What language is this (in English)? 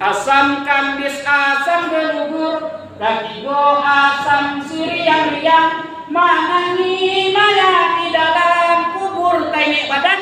Minangkabau